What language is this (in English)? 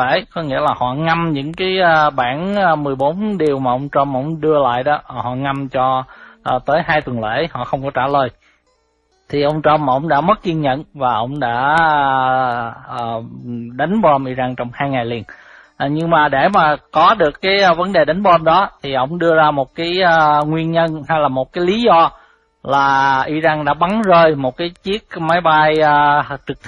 Vietnamese